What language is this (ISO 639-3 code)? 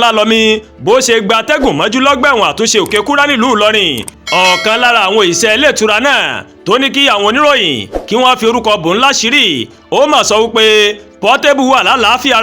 yor